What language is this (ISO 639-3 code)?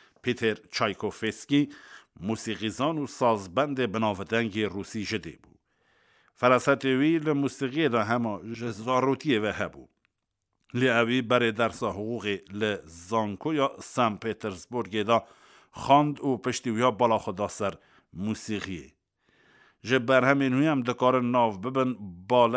kur